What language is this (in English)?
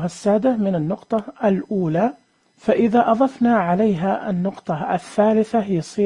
Najdi Arabic